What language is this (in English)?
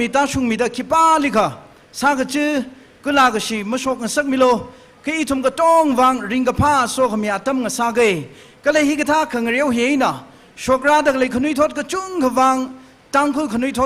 Tangkhul Naga (India)